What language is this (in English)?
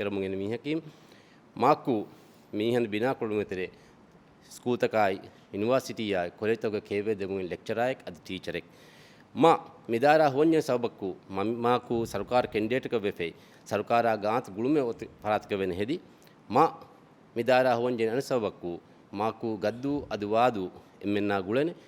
Divehi